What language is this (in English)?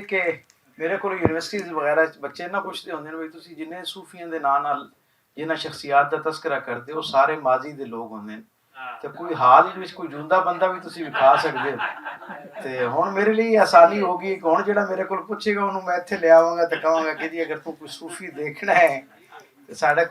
Western Panjabi